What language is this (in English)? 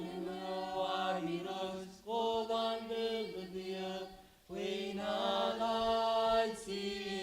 Marshallese